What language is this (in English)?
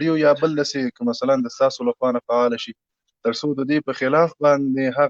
Pashto